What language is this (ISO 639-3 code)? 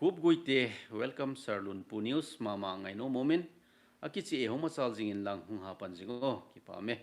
tcz